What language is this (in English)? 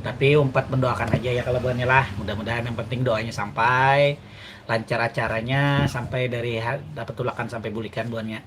Banjar